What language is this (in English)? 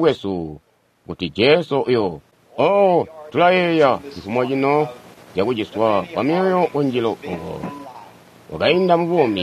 Tonga (Zambia)